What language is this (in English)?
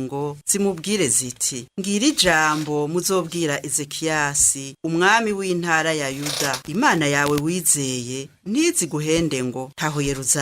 Rundi